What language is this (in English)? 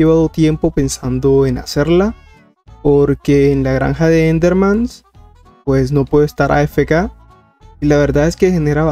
Spanish